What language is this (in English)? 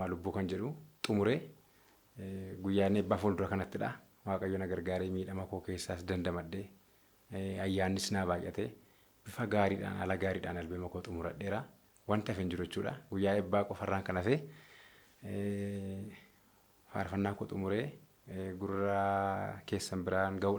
Oromo